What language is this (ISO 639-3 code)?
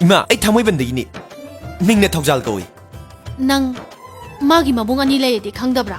mni